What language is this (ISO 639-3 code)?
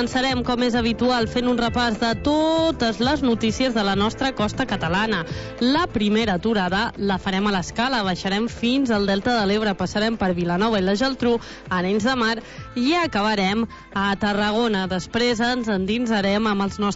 cat